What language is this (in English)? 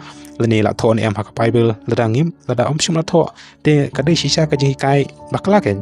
Khasi